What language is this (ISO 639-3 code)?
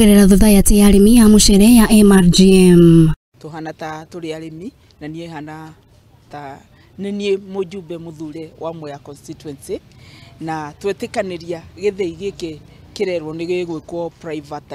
kik